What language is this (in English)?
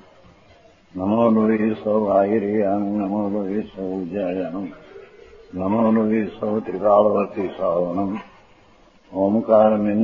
Gujarati